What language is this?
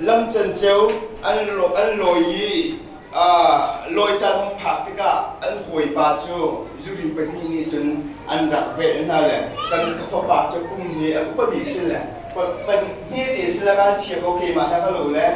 Hakha Chin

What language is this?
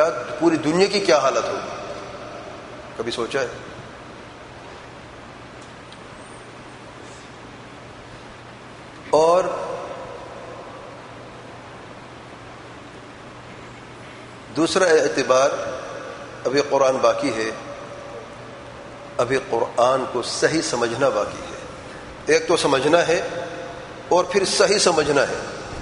Urdu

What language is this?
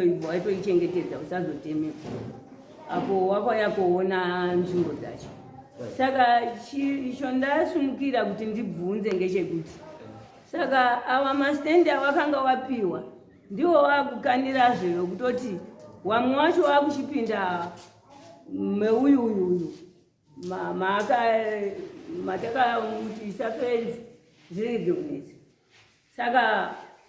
Shona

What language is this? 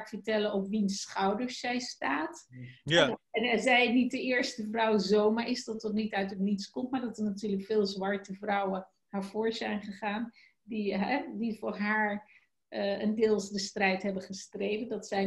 Dutch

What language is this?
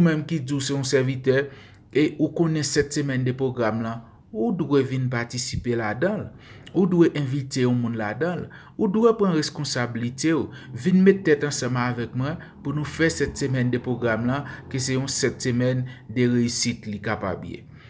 Haitian Creole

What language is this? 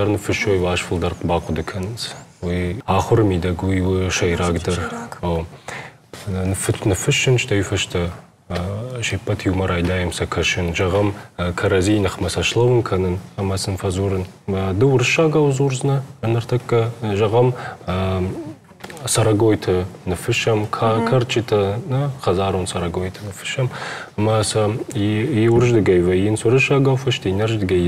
Ossetic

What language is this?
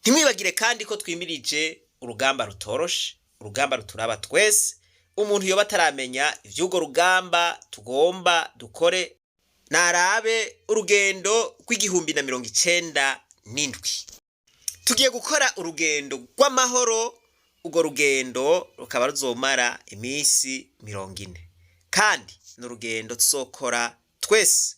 Rundi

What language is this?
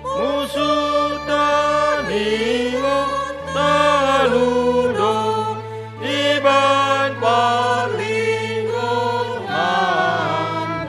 Batak Simalungun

